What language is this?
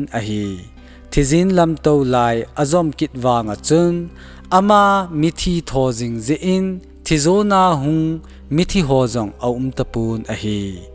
Thado Chin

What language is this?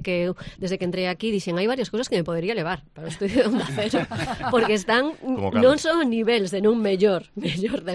Galician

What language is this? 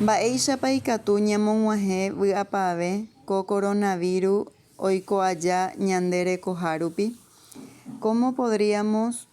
Guarani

